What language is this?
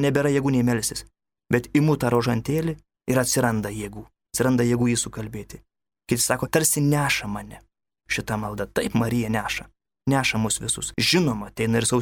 Lithuanian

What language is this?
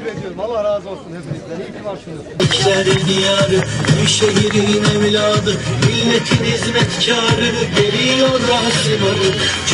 Turkish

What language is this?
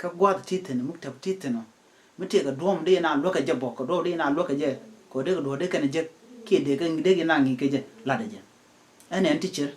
Nuer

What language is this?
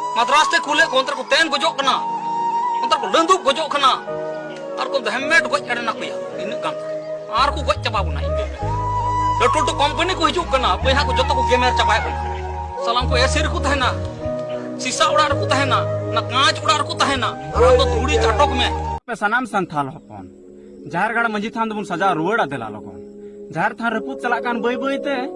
Santali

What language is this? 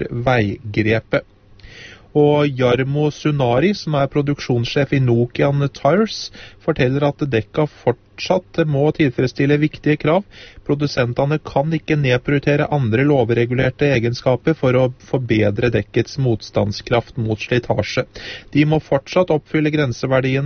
Norwegian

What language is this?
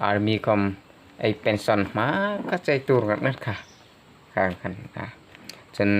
Hmar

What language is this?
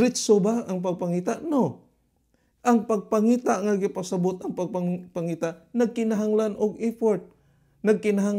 Cebuano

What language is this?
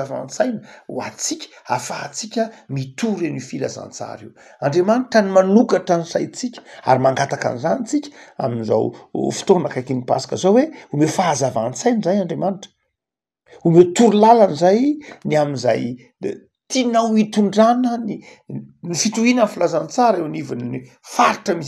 Malagasy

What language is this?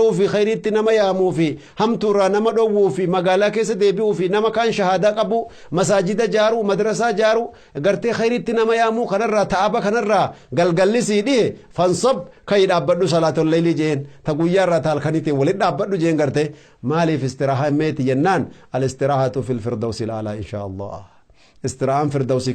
Oromo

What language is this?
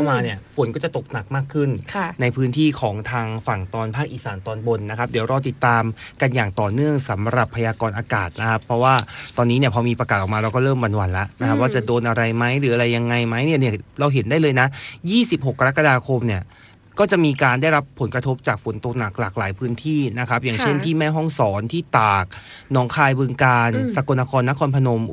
Thai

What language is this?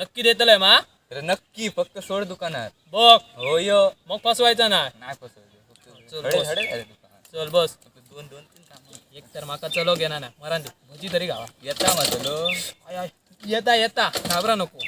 Konkani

